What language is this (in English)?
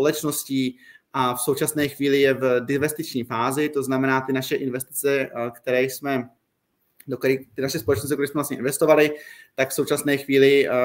Czech